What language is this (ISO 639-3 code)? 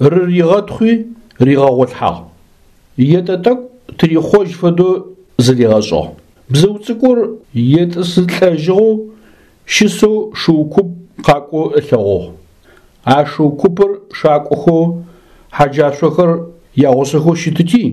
ady